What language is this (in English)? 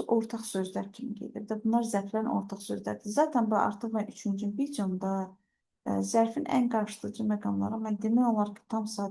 Azerbaijani